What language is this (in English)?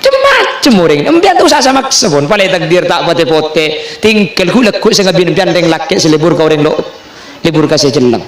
Madurese